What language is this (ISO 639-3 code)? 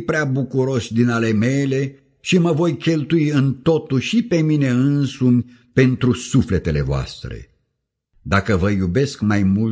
ron